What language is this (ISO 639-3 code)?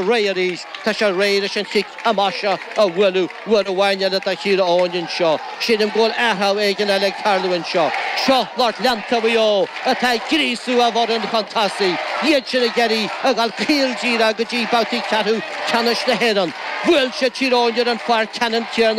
gle